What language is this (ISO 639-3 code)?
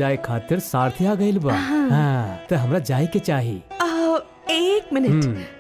bho